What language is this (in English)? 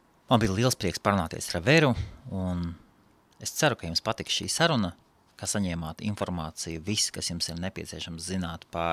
Latvian